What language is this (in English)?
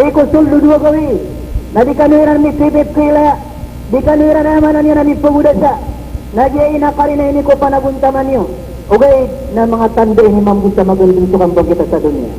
Maranao